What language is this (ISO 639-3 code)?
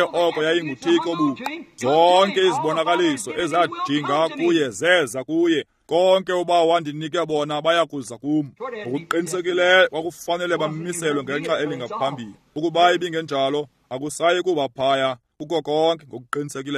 xho